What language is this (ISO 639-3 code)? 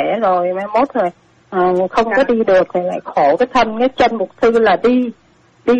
vie